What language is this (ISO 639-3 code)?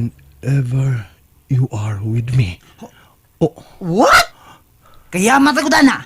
ceb